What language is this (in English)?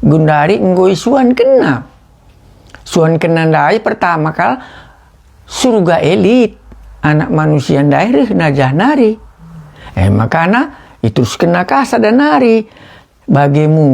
Batak Karo